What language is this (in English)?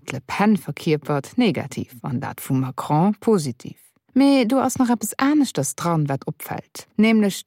Luxembourgish